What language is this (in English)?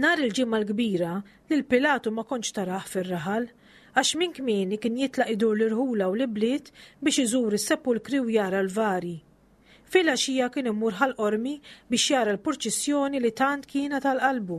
Maltese